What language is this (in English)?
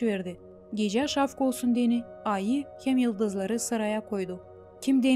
Gagauz